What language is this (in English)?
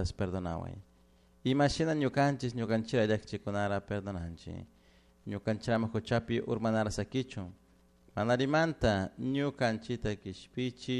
Chimborazo Highland Quichua